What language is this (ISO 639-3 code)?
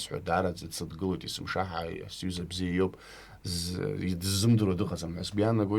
abk